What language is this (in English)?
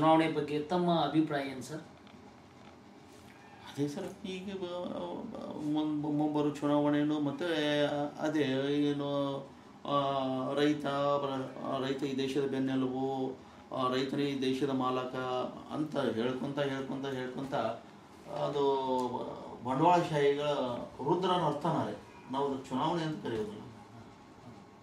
Kannada